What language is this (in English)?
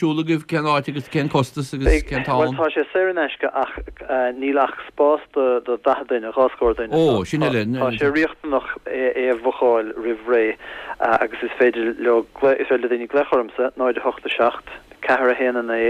Irish